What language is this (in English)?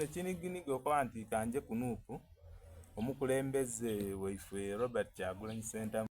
Soga